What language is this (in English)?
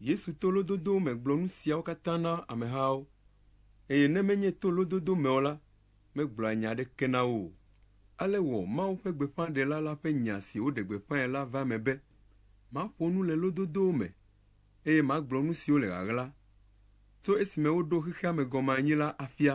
Ewe